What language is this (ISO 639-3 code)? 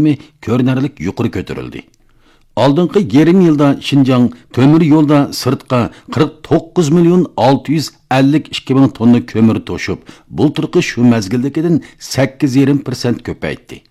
uig